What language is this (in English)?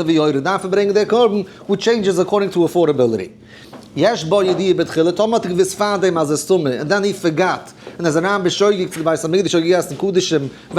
Yiddish